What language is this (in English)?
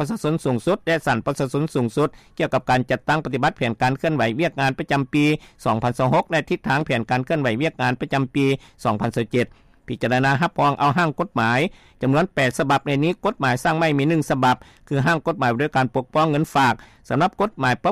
Lao